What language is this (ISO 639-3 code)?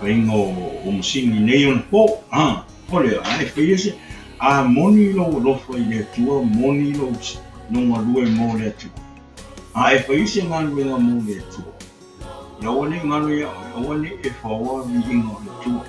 smo